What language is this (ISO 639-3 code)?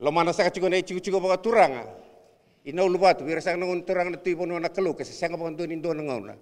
fij